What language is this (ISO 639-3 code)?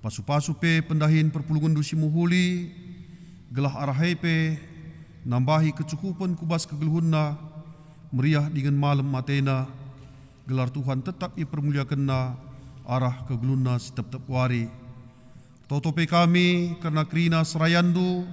btx